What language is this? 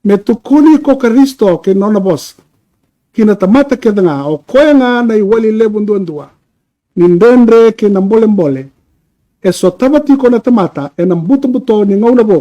Fijian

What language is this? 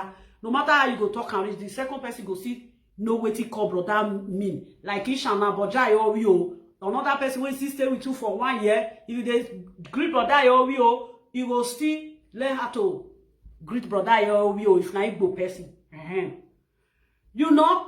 Nigerian Pidgin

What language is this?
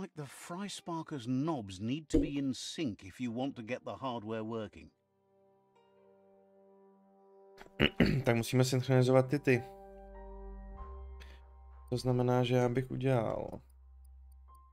Czech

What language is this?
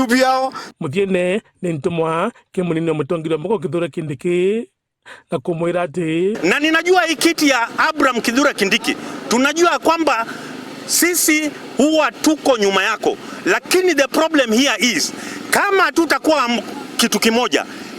Meru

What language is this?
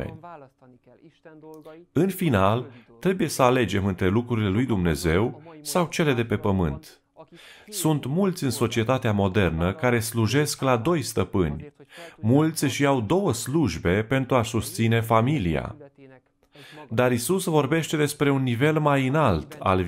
Romanian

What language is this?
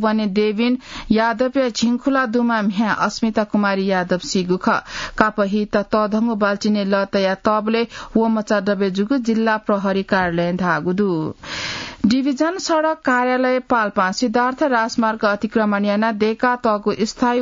Newari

